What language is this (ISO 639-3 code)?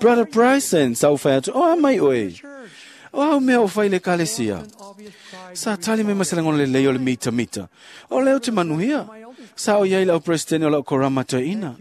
smo